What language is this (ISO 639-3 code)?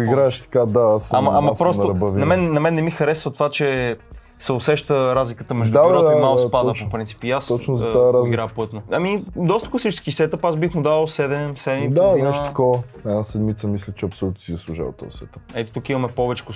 bul